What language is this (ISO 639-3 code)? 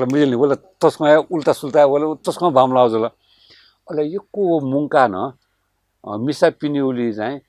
new